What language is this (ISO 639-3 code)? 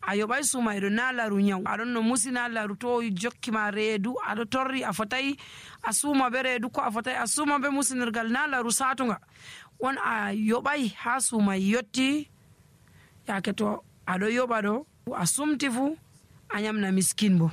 fuv